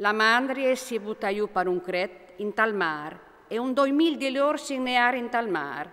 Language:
Friulian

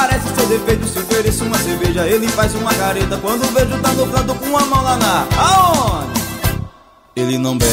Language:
Portuguese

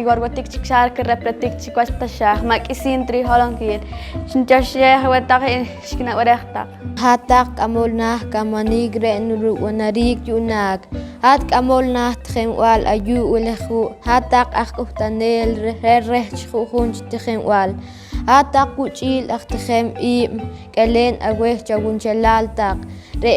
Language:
Poqomchi'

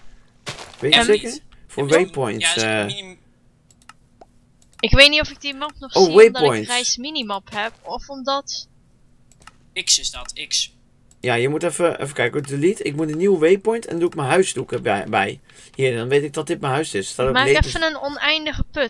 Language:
Dutch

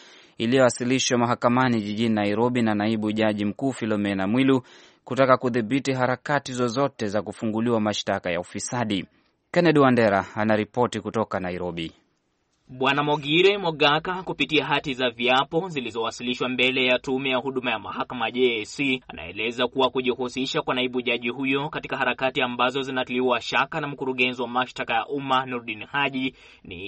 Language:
Swahili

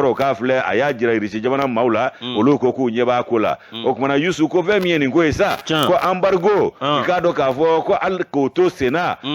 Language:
Bambara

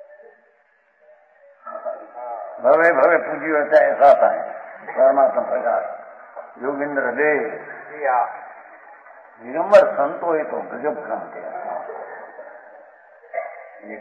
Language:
Hindi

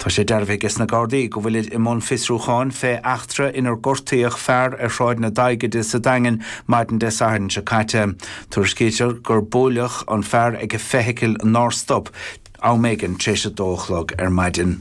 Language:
Irish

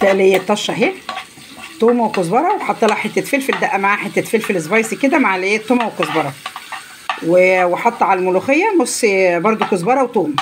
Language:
Egyptian Arabic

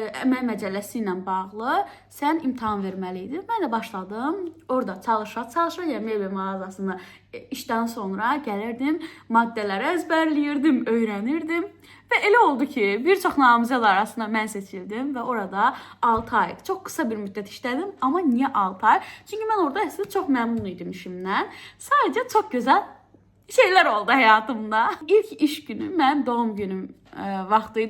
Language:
Azerbaijani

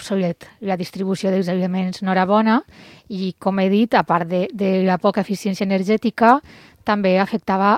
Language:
Catalan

